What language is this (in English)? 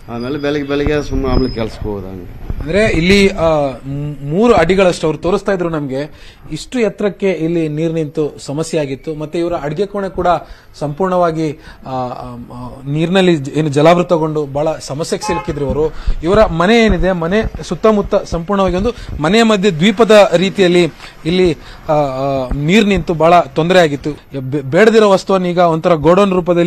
Kannada